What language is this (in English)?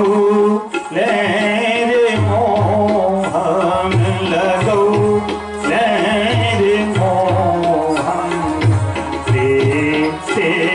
Maithili